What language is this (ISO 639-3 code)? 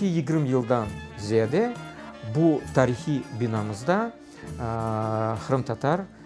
crh